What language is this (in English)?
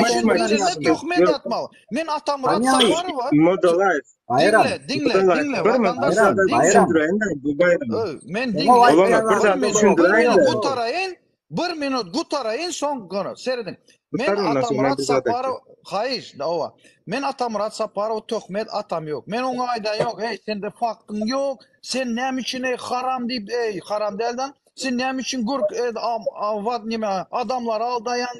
Turkmen